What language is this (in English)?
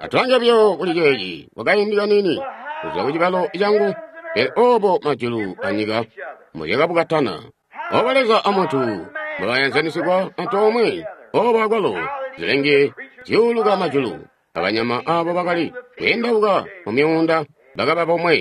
Tonga (Zambia)